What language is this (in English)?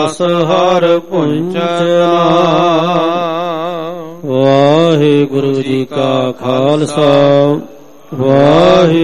Punjabi